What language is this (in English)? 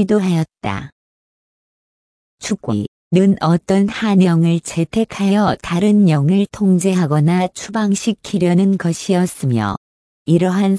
Korean